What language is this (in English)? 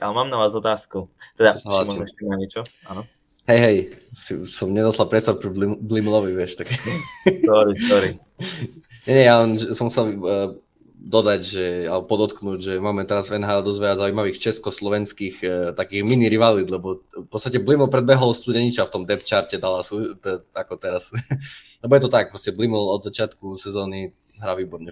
Slovak